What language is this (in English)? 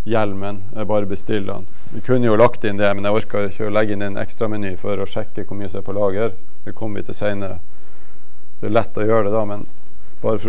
Norwegian